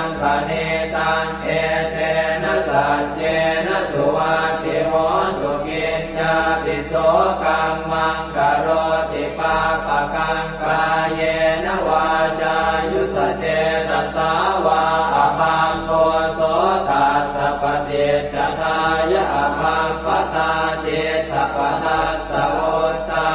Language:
Pali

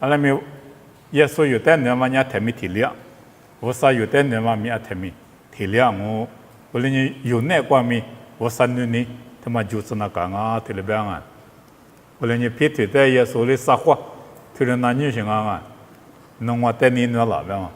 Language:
Lisu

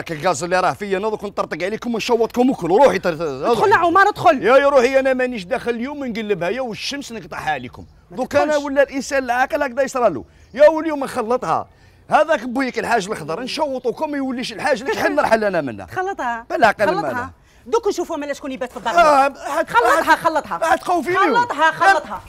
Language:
Algerian Arabic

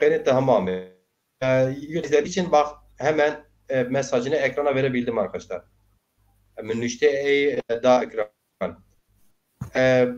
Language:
Zaza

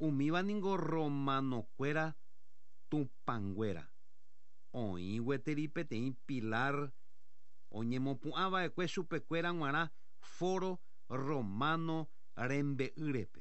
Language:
Guarani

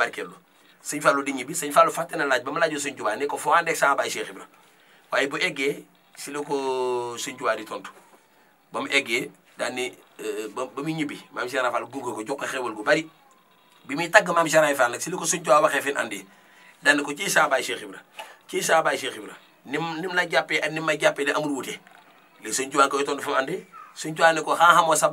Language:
Wolof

